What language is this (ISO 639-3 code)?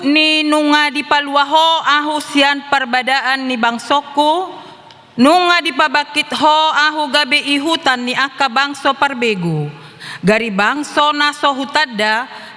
bbc